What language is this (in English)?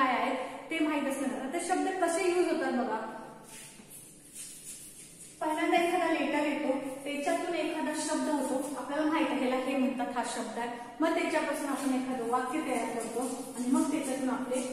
Marathi